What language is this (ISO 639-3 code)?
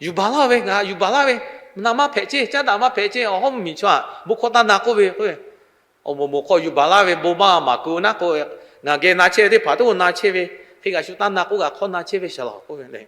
lhu